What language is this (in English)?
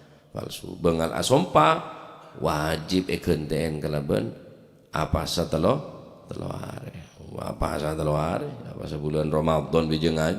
Madurese